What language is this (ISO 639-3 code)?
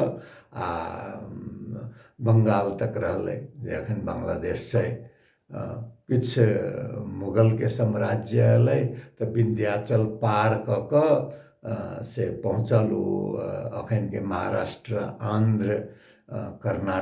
mai